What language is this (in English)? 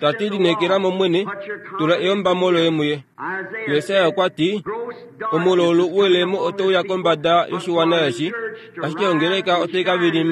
Kuanyama